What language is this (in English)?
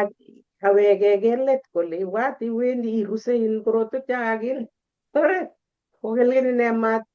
Kalenjin